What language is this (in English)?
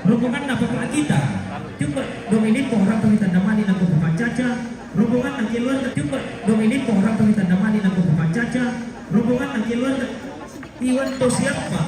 Toraja-Sa'dan